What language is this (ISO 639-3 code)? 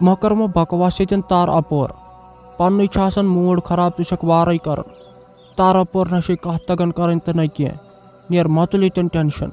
kas